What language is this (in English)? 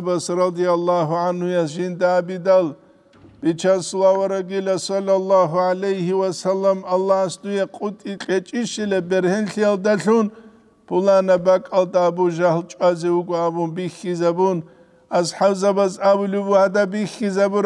Avaric